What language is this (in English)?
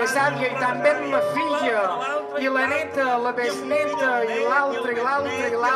Catalan